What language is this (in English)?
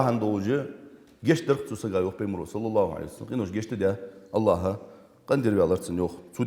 Ingush